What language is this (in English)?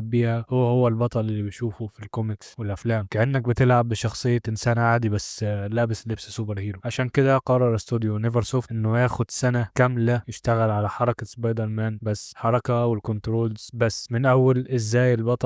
Egyptian Arabic